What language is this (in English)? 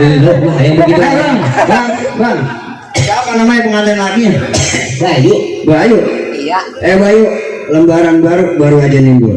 Betawi